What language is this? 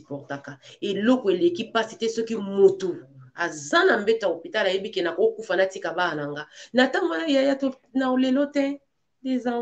Lingala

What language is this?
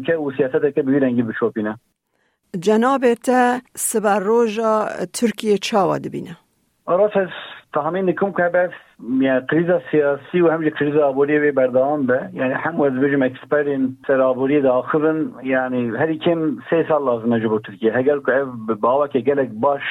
Kurdish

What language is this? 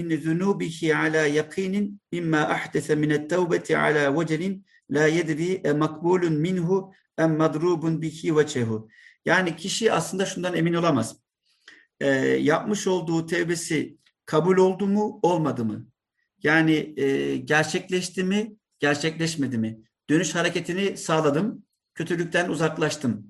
Turkish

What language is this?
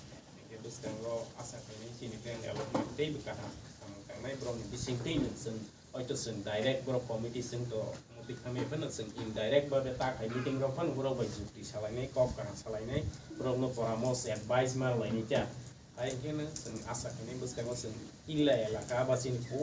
Kok Borok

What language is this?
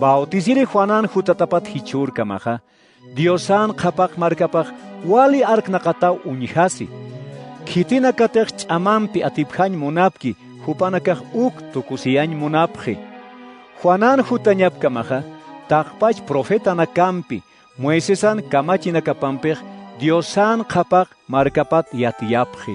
Aymara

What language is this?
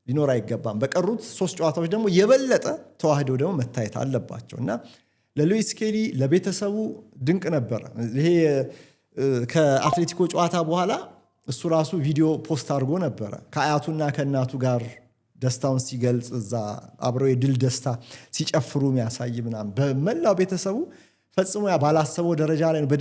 Amharic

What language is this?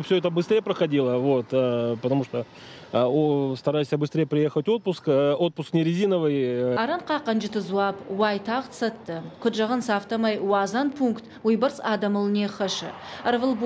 Ossetic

